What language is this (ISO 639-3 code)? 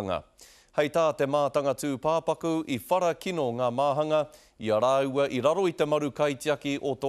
mri